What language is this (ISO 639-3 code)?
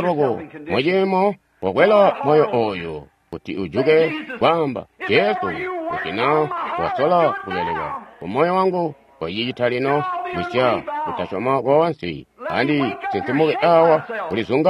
toi